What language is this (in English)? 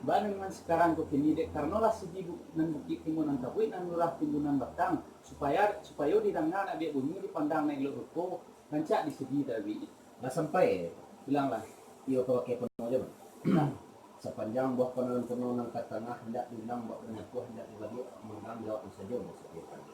Minangkabau